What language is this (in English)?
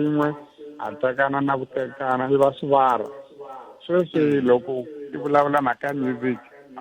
Tsonga